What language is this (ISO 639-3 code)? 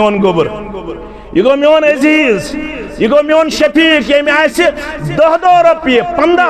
kas